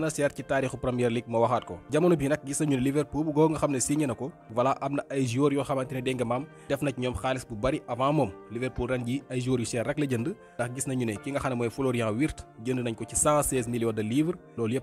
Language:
Wolof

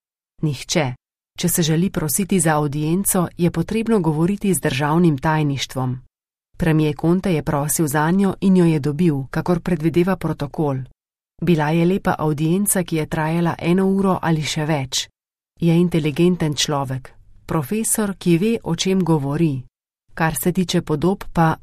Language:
Slovenian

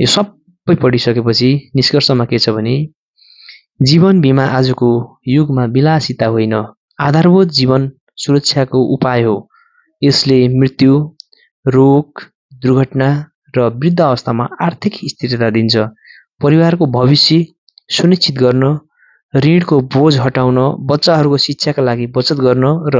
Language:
Nepali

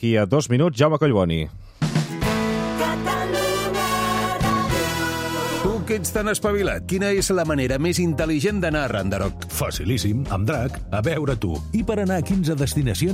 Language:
Catalan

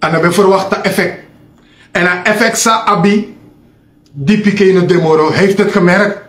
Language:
Sranan Tongo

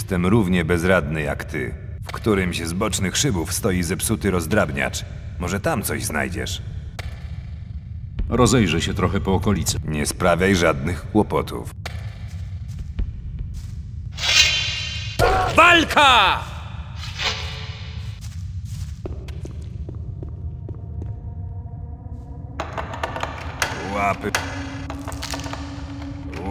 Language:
Polish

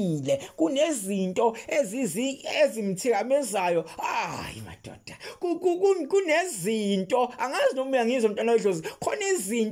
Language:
Zulu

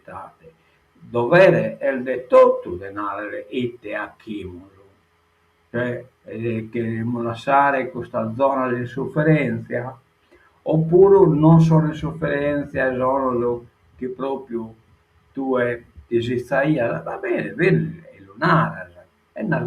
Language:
Sardinian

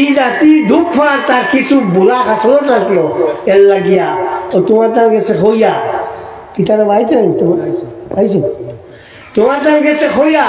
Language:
Sylheti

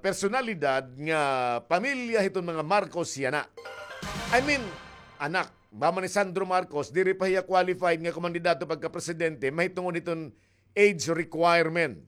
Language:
Waray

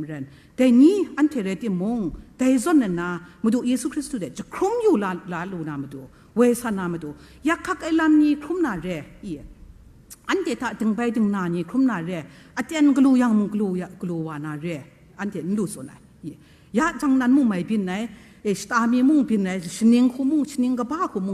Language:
Kachin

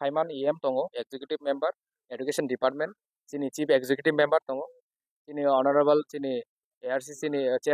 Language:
Kok Borok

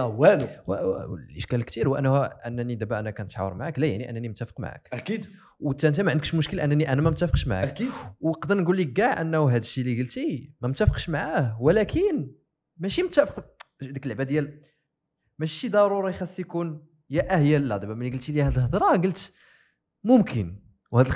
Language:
Moroccan Arabic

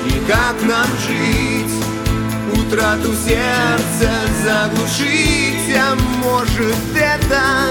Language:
Russian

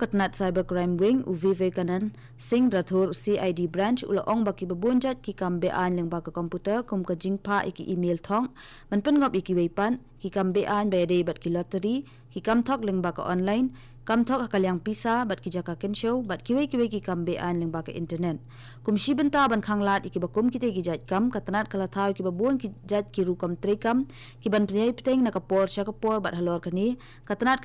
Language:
Khasi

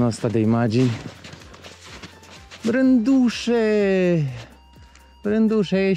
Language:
Romanian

